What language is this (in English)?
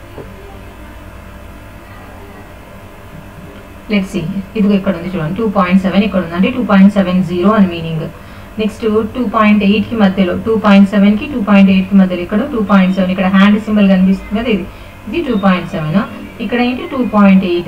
Telugu